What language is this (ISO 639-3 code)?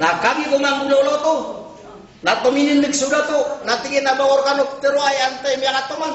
mrw